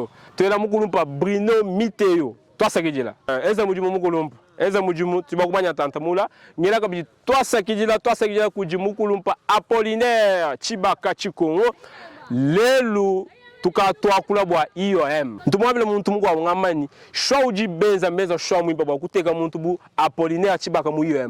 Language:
Luba-Lulua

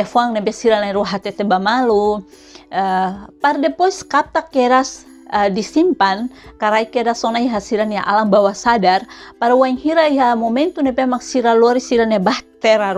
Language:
Tetum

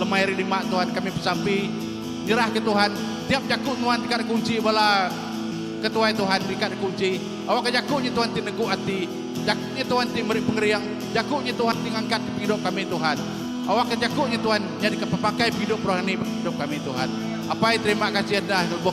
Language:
Iban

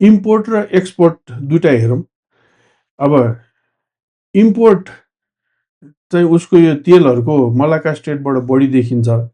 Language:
Nepali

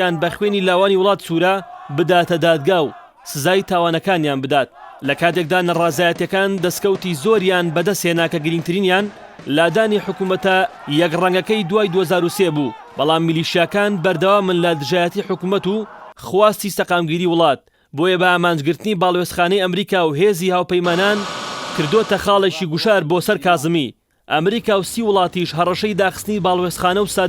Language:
Central Kurdish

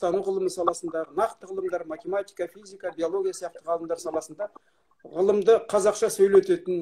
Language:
Kazakh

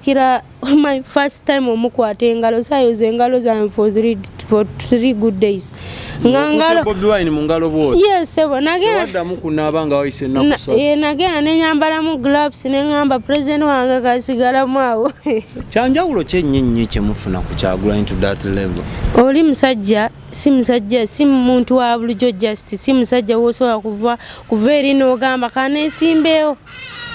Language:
Ganda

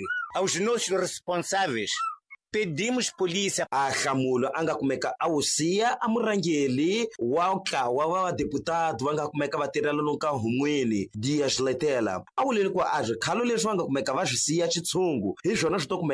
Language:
Tsonga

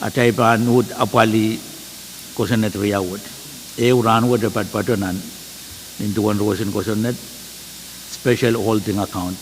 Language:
Pohnpeian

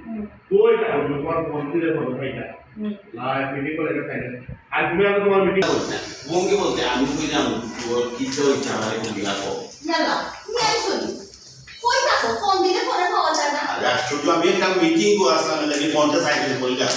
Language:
Sylheti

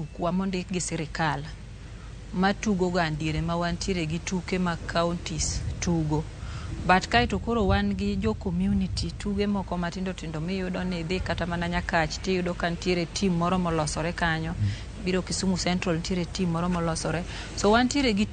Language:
Luo (Kenya and Tanzania)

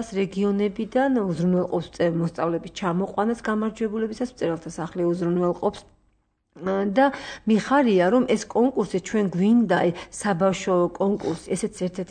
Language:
Georgian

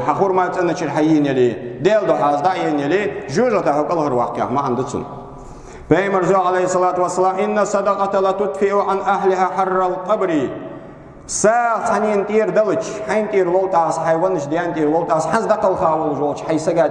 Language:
Ingush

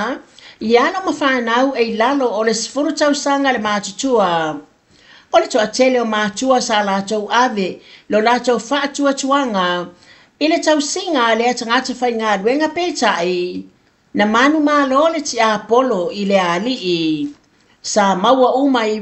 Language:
Samoan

